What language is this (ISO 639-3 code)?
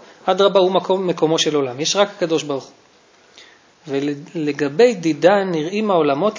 heb